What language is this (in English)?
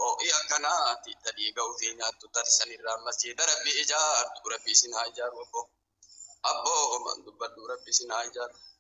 Oromo